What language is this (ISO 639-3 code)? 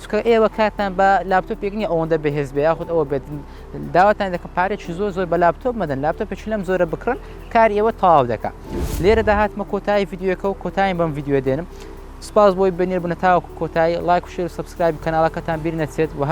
ckb